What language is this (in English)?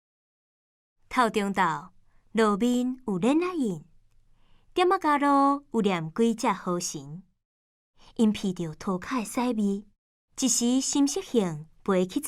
Min Nan Chinese